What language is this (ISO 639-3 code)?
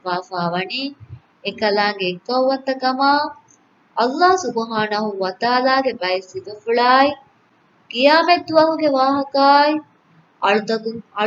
div